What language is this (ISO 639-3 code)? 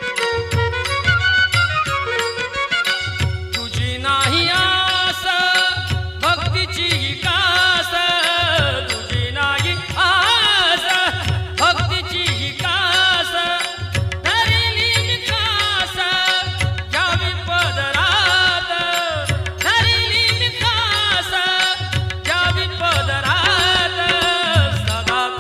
mar